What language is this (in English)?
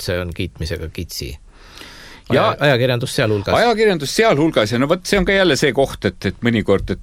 Estonian